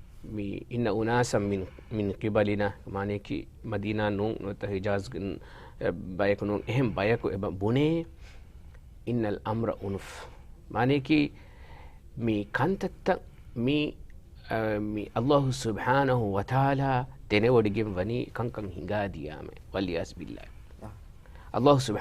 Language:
Divehi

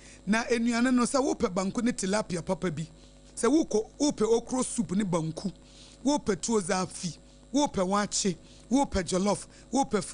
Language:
Akan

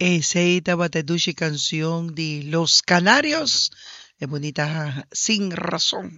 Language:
Papiamento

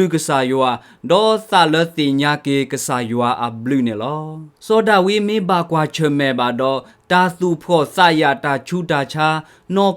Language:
S'gaw Karen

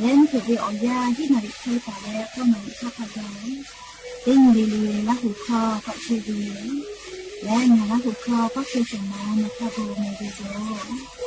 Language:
Lahu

